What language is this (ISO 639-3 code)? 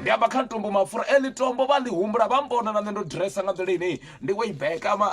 ven